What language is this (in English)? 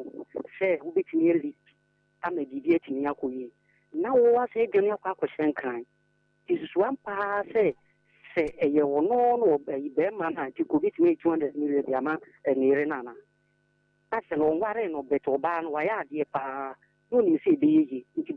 Akan